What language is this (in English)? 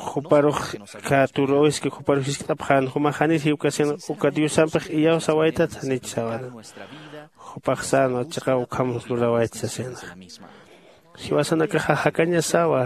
Aymara